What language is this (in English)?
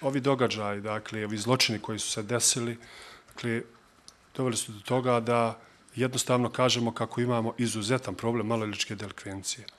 Bosnian